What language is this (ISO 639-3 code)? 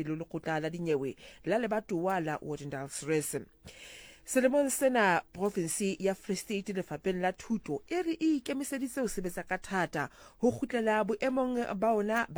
sot